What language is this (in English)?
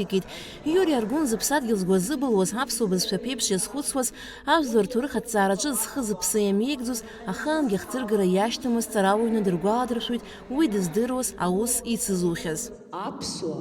Abkhazian